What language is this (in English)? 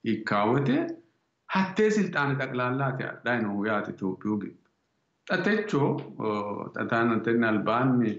Sidamo